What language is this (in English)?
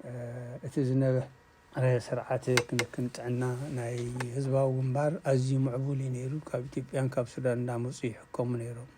Tigrinya